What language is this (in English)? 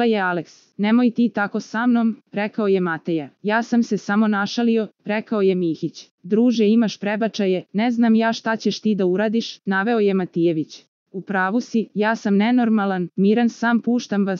Serbian